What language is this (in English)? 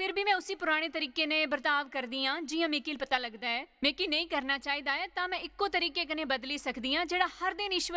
Dogri